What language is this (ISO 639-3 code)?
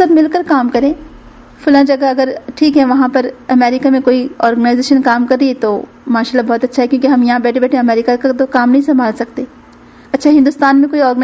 urd